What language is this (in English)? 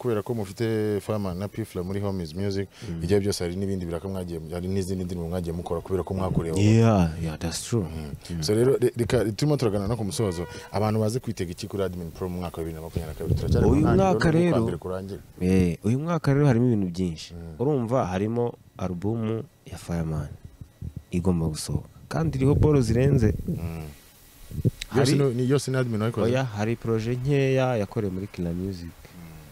Kinyarwanda